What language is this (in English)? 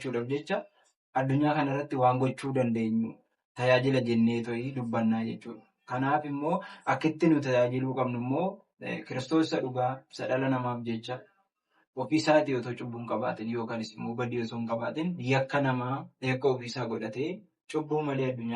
Oromo